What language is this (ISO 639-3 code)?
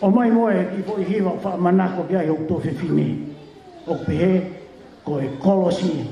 ton